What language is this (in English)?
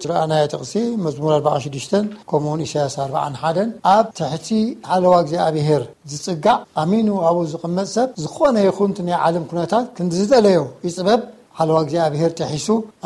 Tigrinya